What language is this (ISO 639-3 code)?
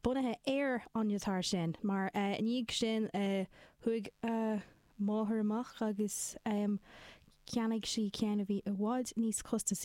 gle